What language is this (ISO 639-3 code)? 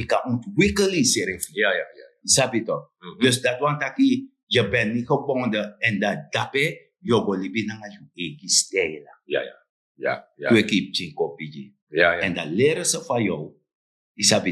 srn